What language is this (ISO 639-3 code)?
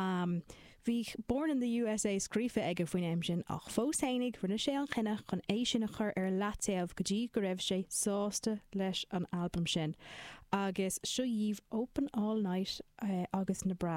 gle